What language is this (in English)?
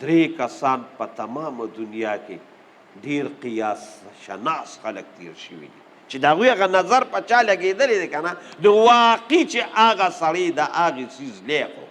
Pashto